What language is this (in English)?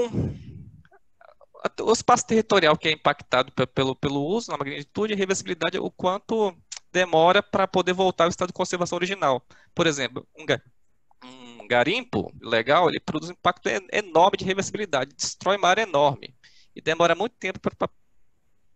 Portuguese